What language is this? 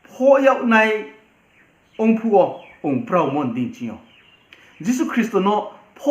Riang (India)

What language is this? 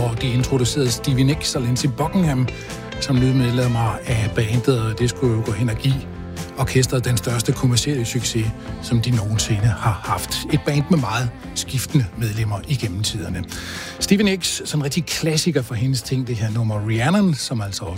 Danish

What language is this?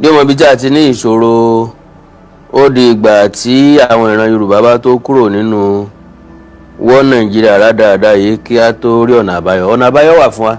Yoruba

